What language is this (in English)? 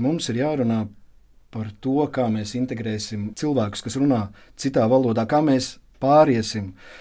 Latvian